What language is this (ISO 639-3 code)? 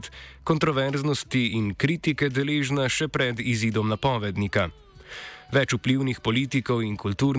slv